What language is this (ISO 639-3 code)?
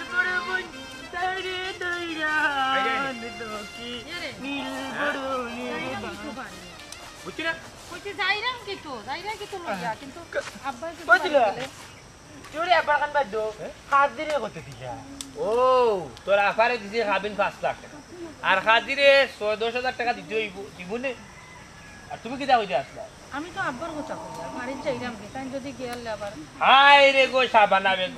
syl